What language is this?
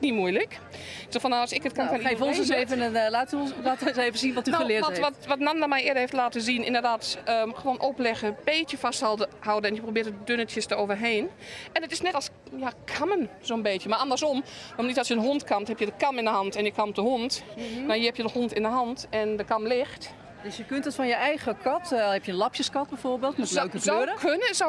Dutch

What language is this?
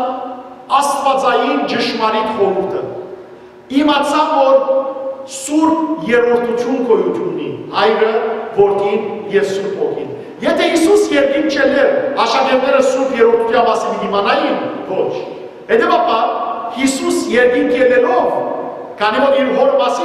Western Armenian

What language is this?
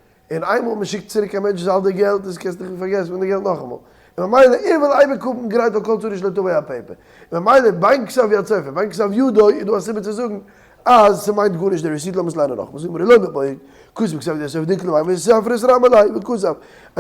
Yiddish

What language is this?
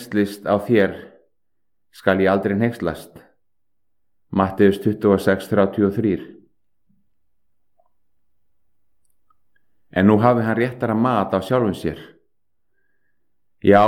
Icelandic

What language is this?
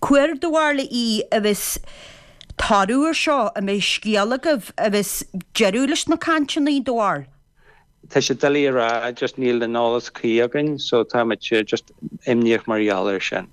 Irish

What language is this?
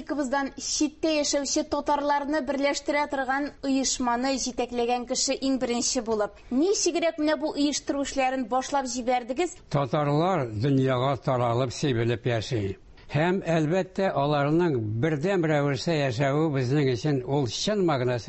Tatar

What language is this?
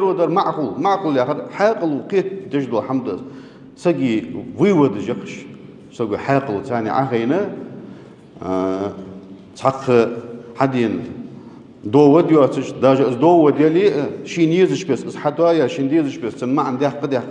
Ingush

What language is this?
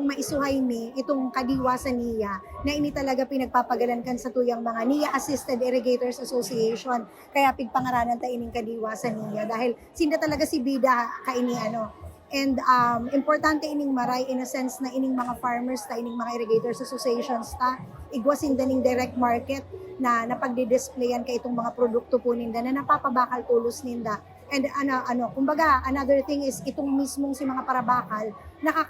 Bikol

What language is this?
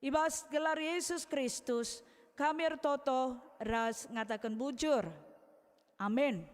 Batak Karo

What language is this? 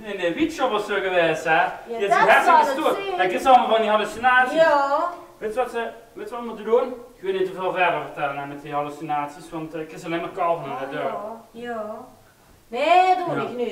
Limburgish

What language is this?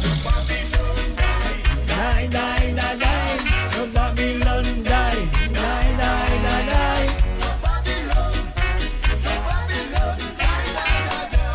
Morisyen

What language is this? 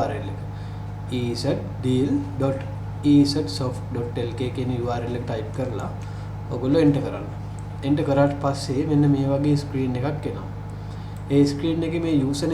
Sinhala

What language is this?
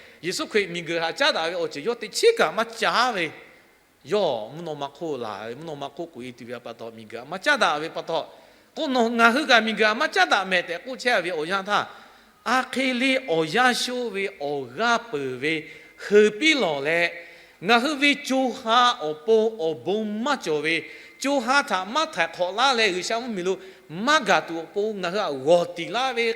Lahu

